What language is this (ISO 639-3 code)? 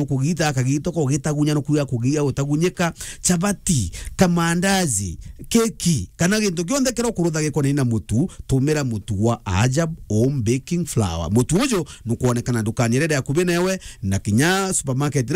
mer